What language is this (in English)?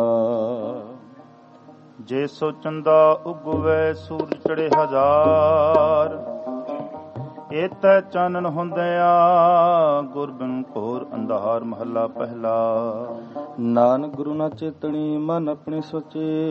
Punjabi